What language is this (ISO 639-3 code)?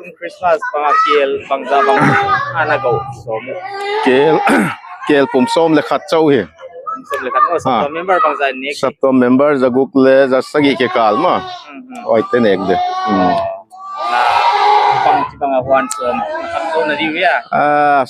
pck